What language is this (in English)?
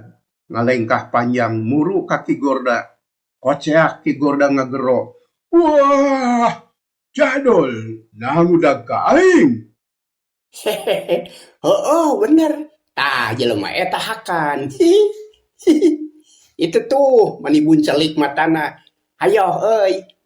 Sundanese